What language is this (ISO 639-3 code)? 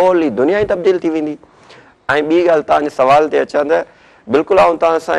snd